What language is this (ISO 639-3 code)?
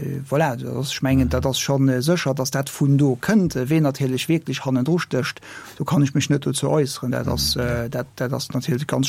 ltz